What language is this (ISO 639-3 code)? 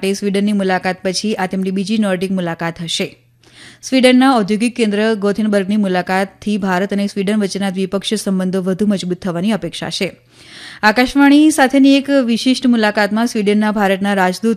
guj